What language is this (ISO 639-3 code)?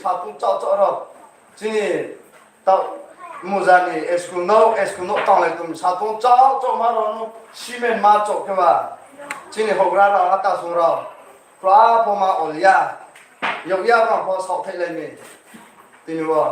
ria